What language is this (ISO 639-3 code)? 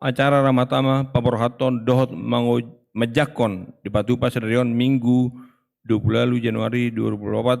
bbc